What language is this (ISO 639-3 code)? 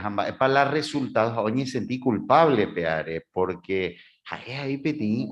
grn